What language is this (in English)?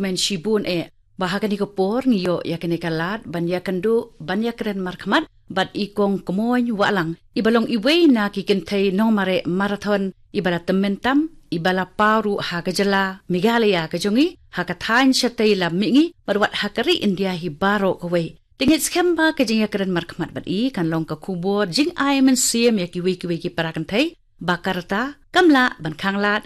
Khasi